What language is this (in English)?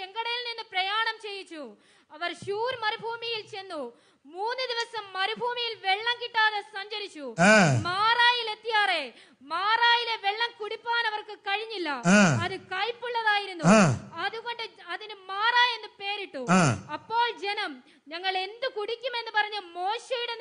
Malayalam